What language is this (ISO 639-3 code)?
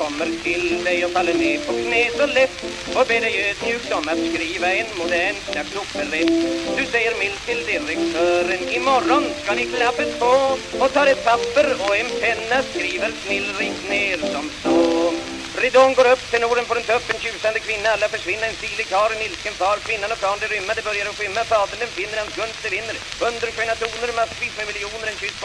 swe